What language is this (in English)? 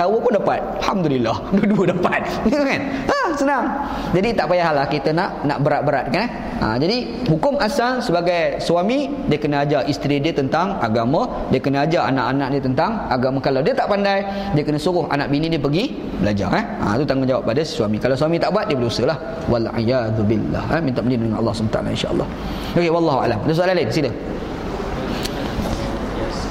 Malay